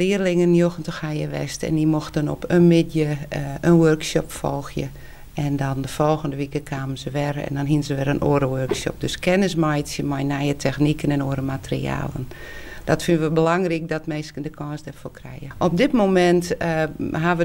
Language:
Western Frisian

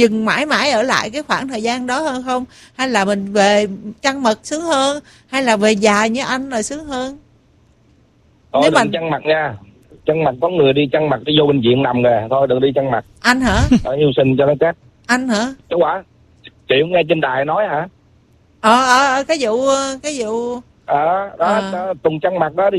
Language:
Vietnamese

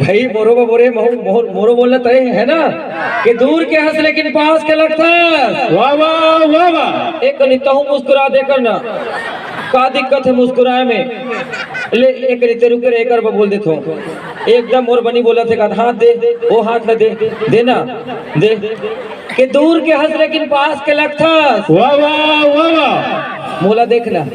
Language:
Chhattisgarhi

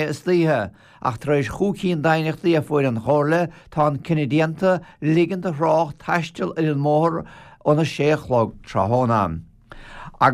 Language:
Irish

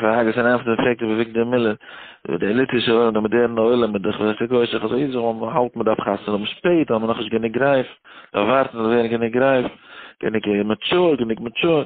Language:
Yiddish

